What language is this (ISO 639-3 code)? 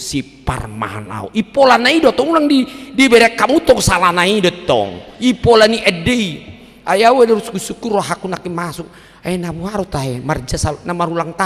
bbc